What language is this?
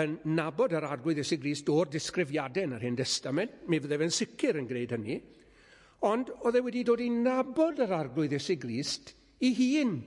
Welsh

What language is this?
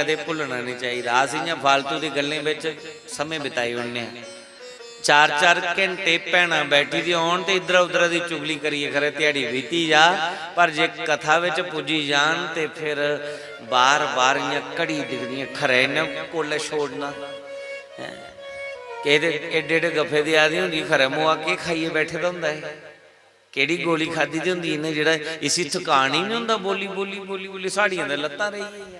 Dogri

